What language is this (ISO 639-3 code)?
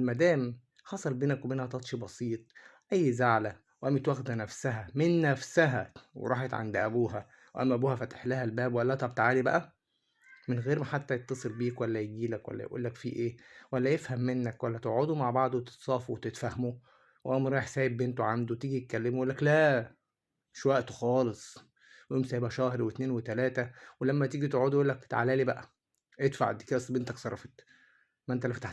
arz